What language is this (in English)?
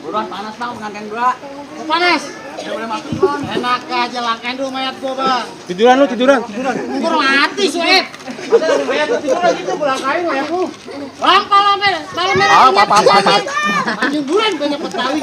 Betawi